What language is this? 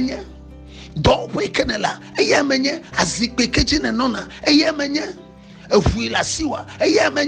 Ewe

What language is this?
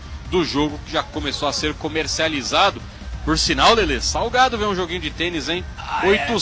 Portuguese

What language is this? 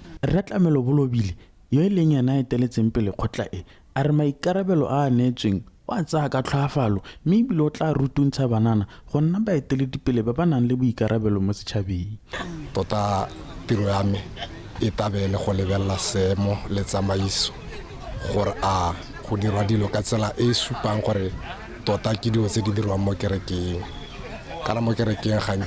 Tswana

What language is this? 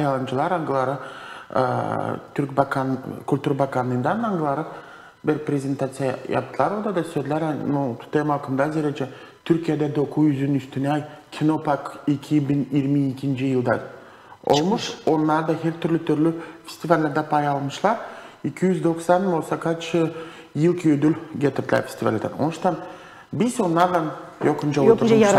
Gagauz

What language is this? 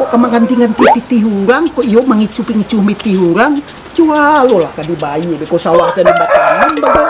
Minangkabau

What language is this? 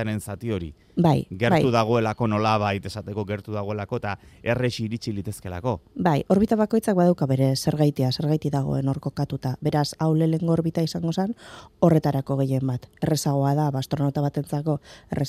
Basque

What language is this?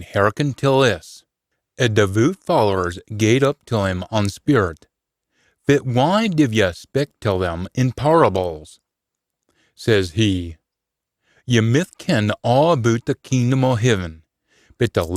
Scots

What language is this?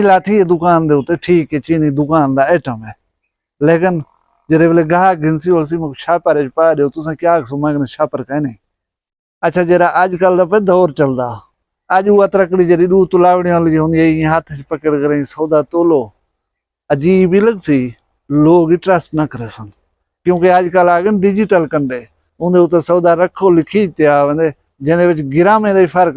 Saraiki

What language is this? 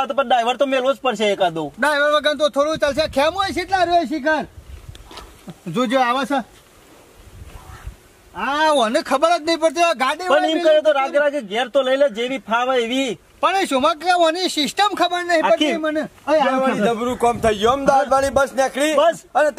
Gujarati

